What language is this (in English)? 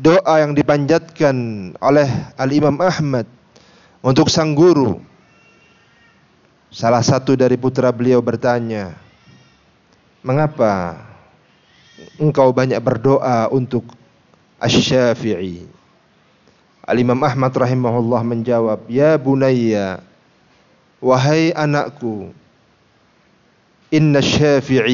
Indonesian